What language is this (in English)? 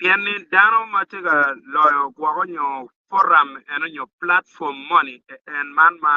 Acoli